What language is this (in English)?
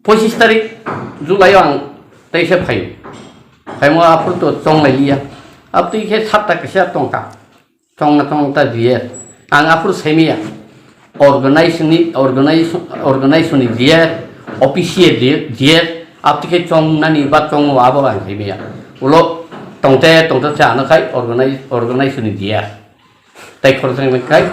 Kok Borok